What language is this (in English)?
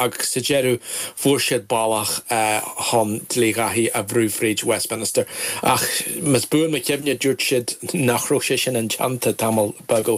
Irish